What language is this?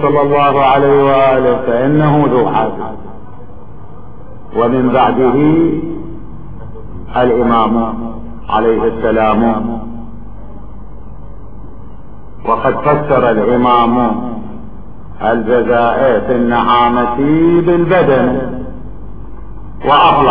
Arabic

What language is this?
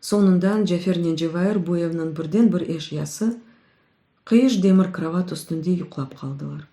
Crimean Tatar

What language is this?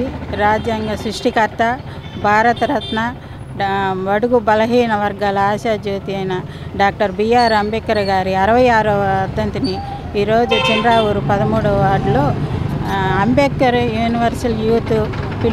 Telugu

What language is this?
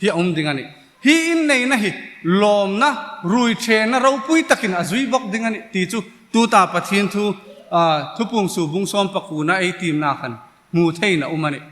Hmar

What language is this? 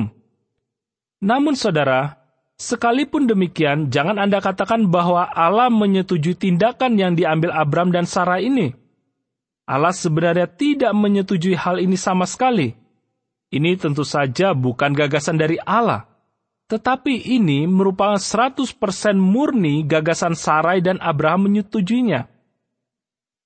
Indonesian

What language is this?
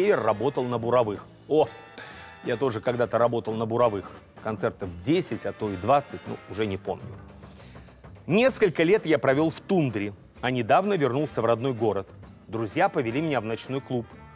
Russian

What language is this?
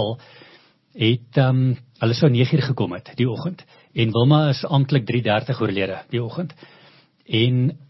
Afrikaans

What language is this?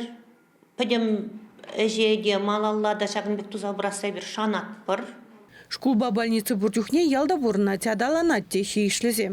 Chuvash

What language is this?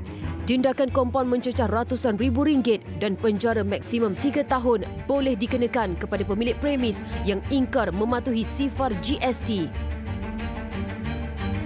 Malay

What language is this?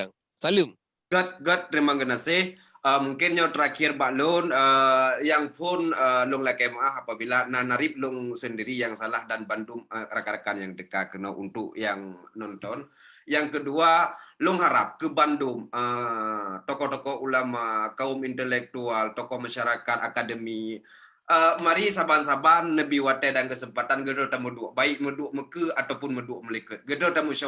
Achinese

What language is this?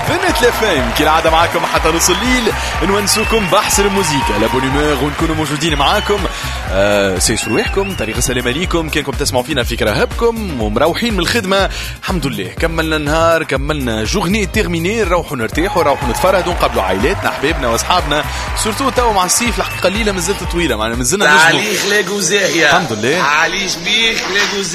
Tunisian Arabic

